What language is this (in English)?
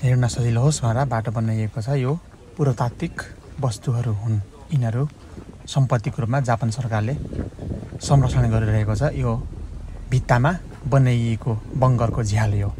Nepali